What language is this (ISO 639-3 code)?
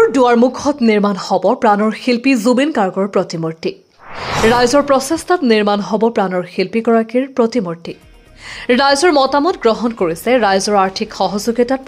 asm